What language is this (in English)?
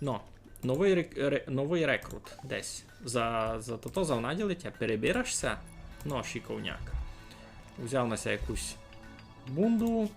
Rusyn